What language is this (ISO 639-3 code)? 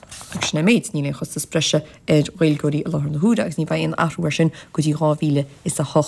gle